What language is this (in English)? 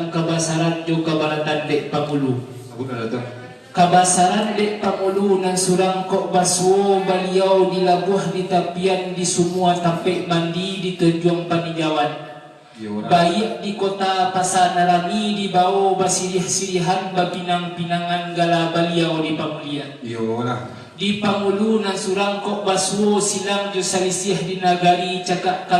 Minangkabau